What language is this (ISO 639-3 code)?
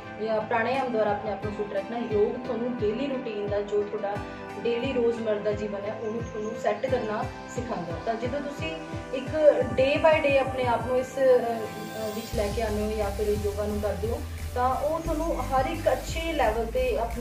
pan